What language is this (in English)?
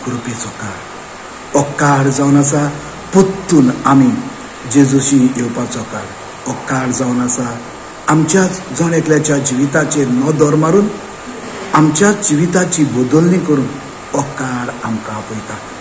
Konkani